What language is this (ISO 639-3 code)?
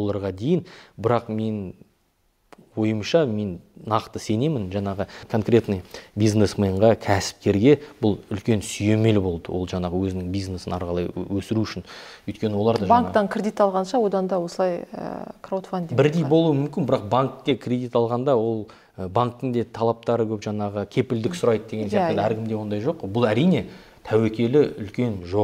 kaz